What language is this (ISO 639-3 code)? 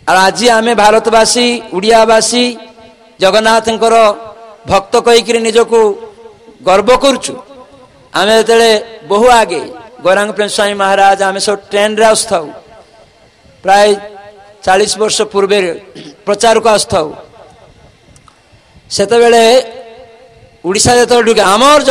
ori